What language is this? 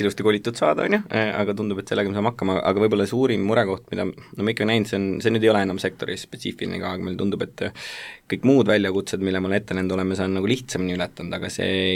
Estonian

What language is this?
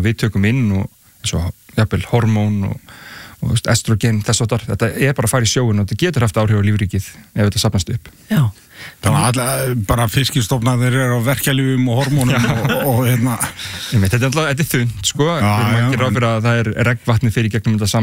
Icelandic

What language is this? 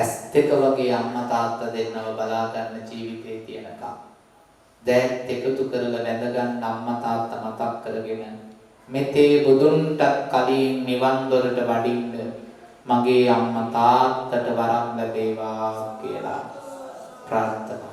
Sinhala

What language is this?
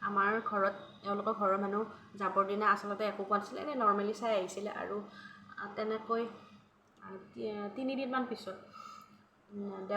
Assamese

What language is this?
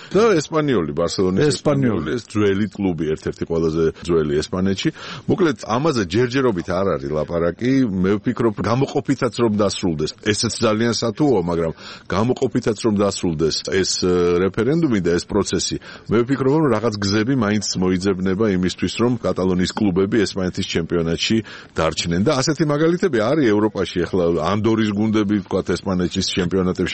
Georgian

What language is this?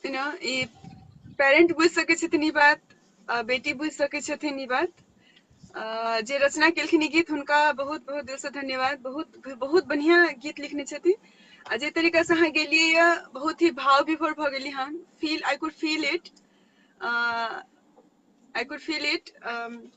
Maithili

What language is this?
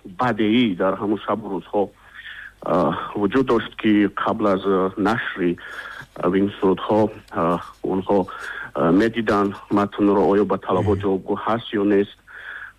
Tajik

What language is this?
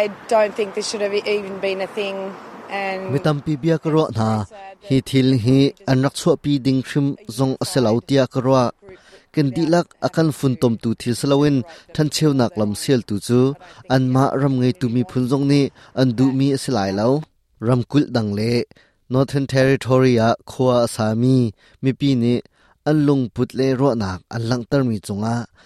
Hakha Chin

